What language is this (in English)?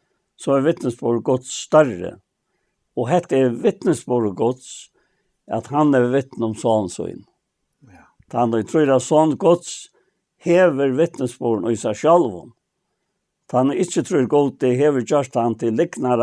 Faroese